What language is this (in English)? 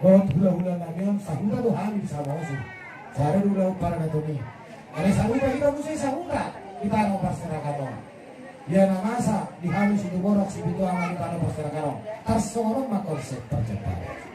Batak Toba